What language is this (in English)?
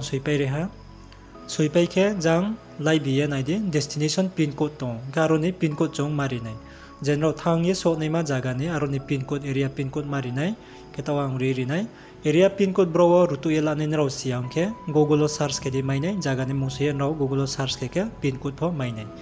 Riang (India)